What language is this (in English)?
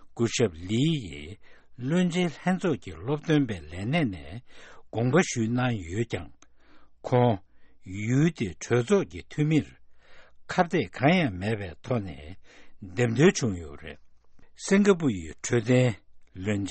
Tibetan